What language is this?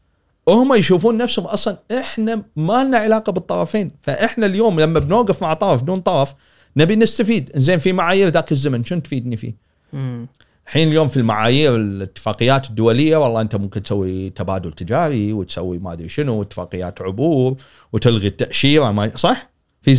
Gulf Arabic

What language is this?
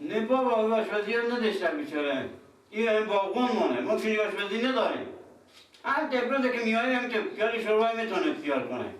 Persian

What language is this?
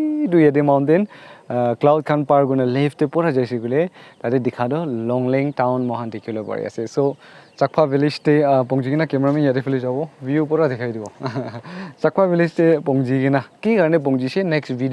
Naga Pidgin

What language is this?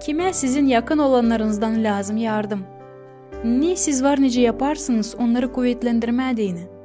Gagauz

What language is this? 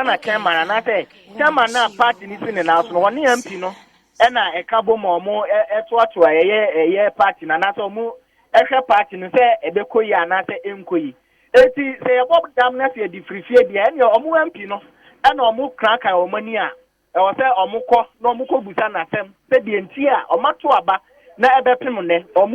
Akan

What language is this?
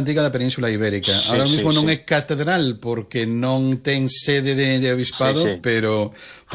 Galician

